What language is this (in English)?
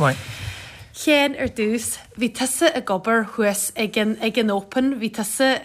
Irish